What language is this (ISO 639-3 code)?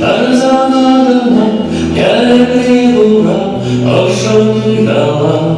chv